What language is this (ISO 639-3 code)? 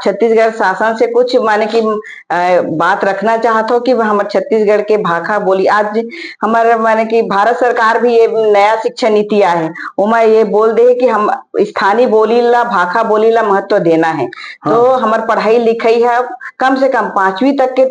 hne